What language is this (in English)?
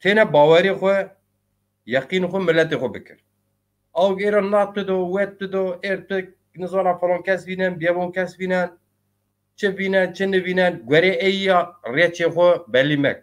Zaza